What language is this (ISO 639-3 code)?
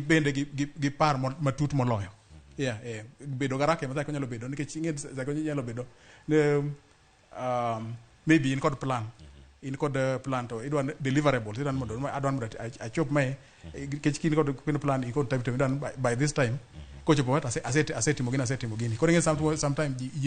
luo